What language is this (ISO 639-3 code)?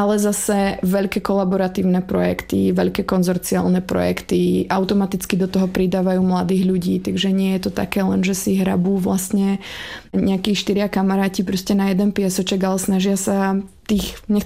slk